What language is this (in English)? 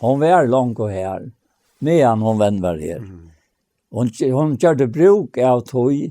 Faroese